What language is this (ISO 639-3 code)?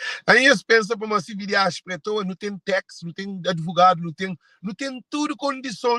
kea